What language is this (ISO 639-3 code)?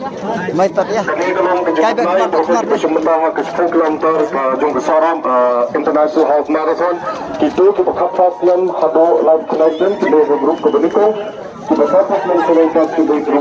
kha